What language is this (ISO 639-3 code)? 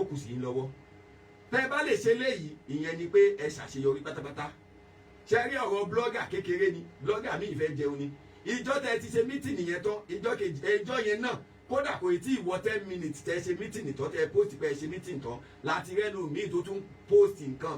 yor